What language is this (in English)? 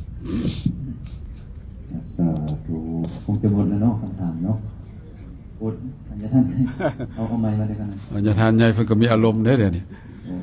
Lao